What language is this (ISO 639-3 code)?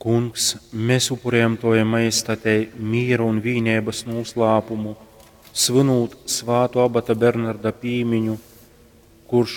ltg